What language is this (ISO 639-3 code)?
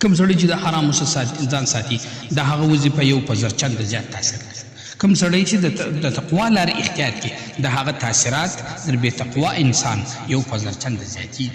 pus